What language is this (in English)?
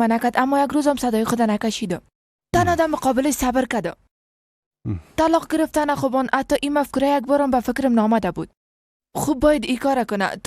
Persian